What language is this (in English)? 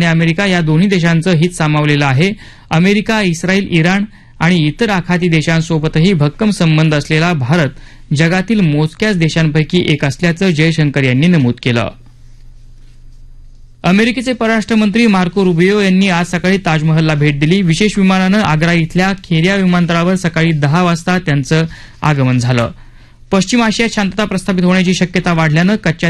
Marathi